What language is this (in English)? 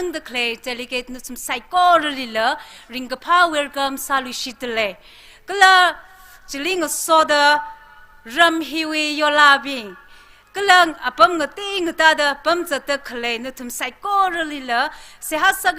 Tangkhul Naga (India)